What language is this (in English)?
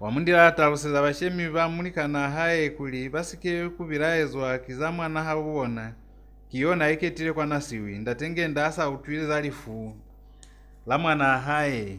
Lozi